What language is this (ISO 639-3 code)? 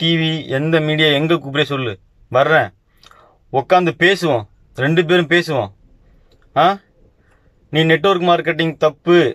tam